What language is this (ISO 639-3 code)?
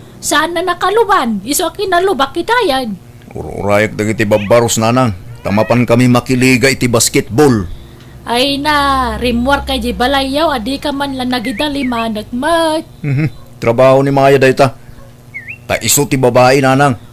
ilo